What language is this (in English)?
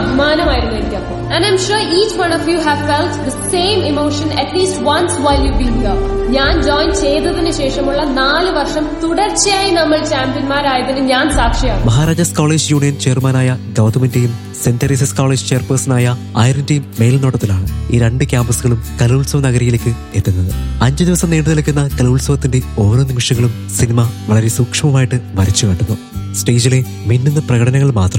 Malayalam